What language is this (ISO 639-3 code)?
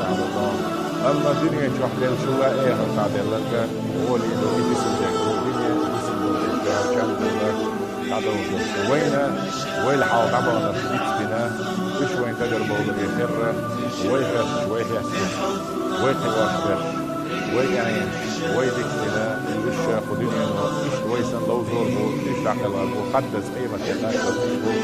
che